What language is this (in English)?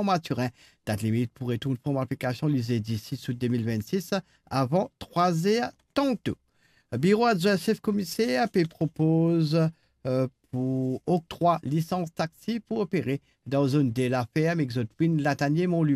Morisyen